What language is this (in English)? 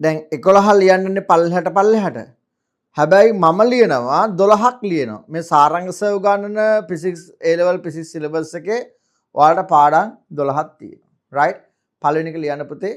Sinhala